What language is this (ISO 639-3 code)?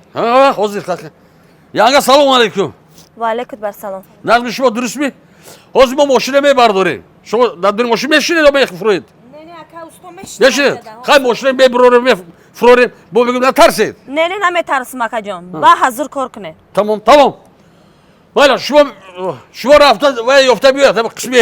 tgk